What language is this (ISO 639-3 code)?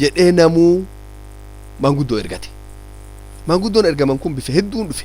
orm